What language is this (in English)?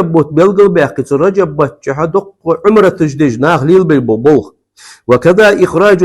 Ingush